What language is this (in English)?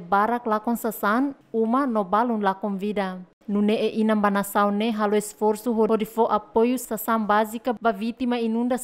Tetum